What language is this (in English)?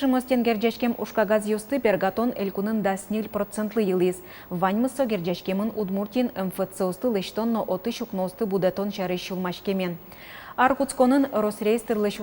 Udmurt